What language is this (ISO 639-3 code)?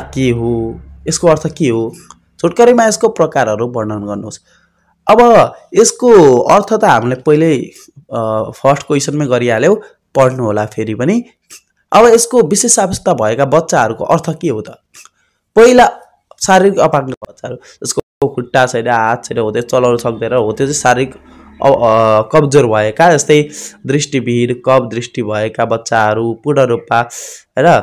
nep